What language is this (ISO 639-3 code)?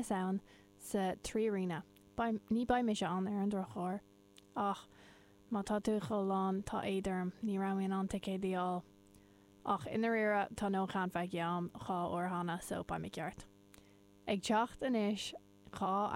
gle